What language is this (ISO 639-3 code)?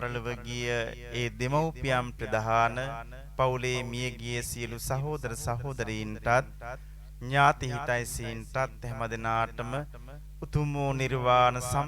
sin